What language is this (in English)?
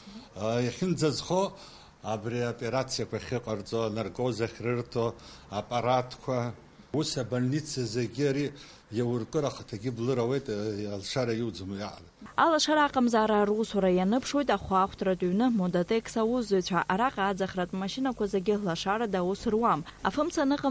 Abkhazian